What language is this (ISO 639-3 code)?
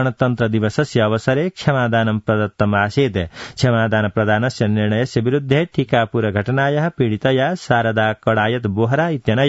san